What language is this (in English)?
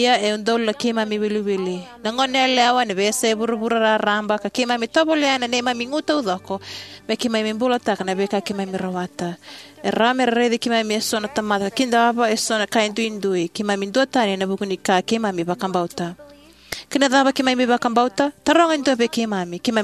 Fijian